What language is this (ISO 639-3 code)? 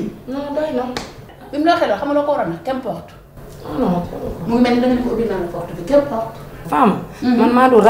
wol